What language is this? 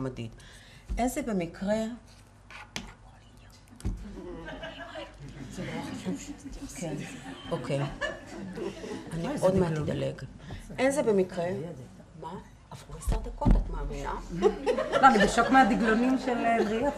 Hebrew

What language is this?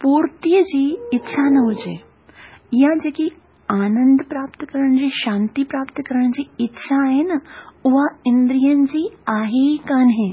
Sindhi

